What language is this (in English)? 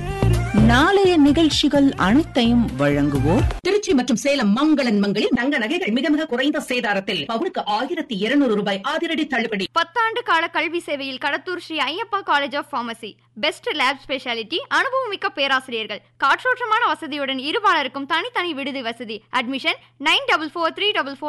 Tamil